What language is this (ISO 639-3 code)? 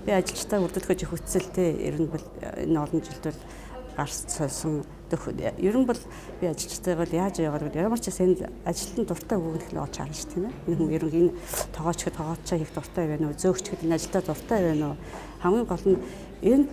mon